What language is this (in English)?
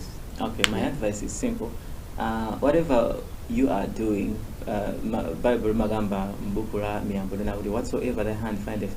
Nyanja